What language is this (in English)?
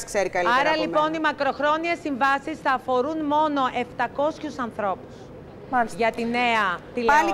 Greek